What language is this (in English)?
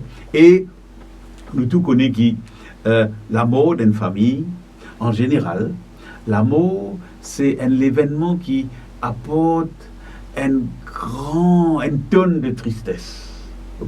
Morisyen